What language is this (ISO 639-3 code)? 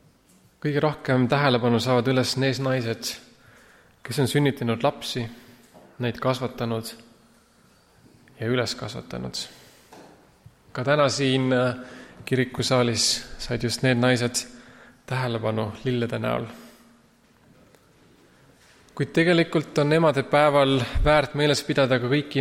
est